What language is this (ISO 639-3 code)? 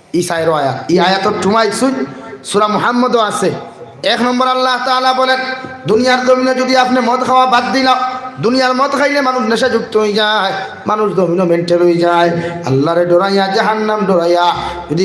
syl